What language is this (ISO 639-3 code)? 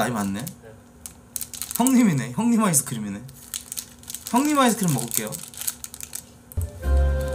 kor